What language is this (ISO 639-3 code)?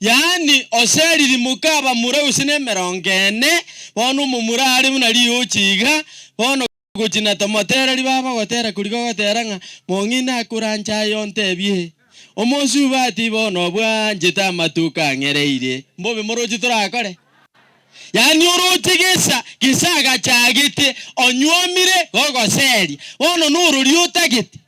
guz